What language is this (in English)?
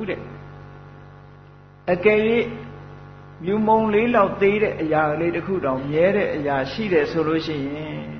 Burmese